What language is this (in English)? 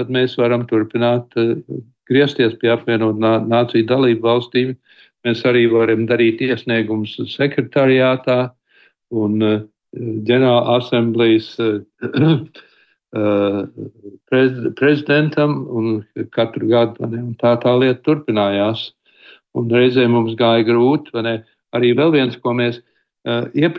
Latvian